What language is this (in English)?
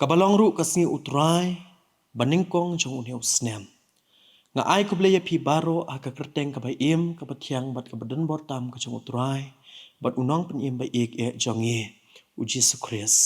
Khasi